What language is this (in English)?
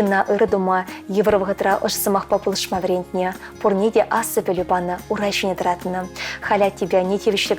Chuvash